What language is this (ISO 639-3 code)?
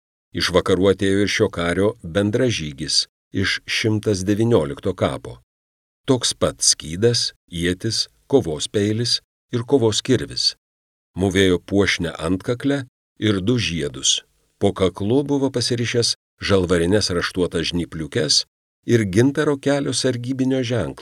lit